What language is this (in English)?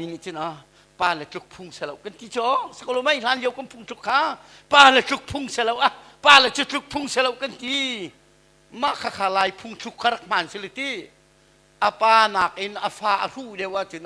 Hakha Chin